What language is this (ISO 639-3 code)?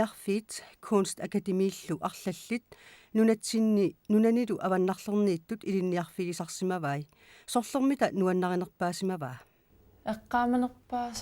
kal